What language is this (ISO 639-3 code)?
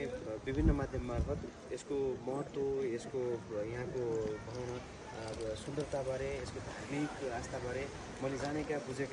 nep